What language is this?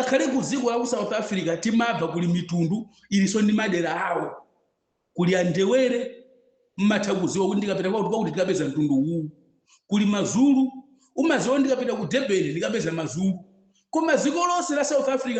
Nyanja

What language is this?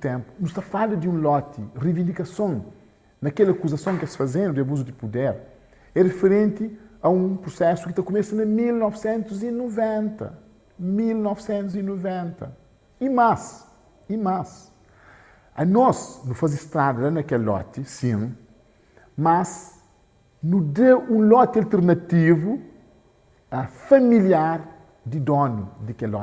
Kabuverdianu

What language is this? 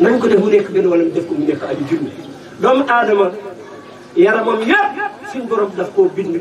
Wolof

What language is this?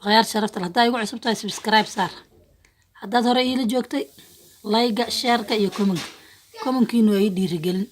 Somali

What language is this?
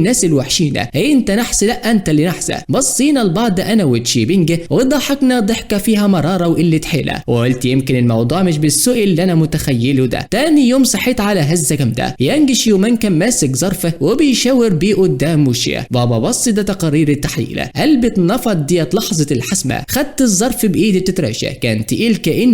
Egyptian Arabic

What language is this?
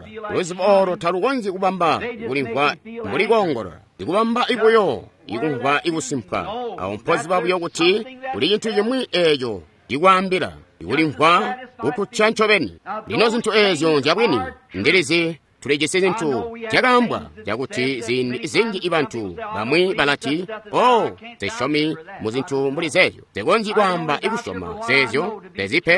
Tonga (Zambia)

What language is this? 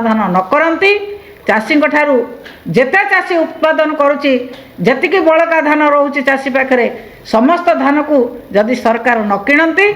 Odia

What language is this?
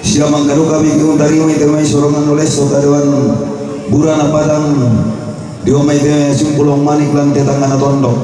Toraja-Sa'dan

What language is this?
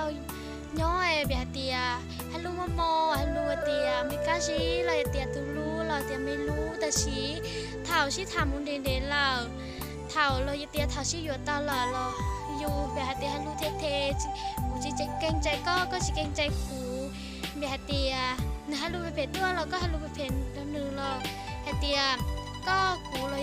Hmong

